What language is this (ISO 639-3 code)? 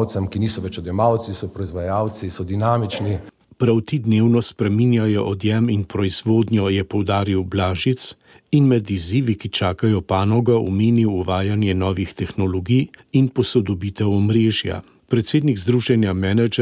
slv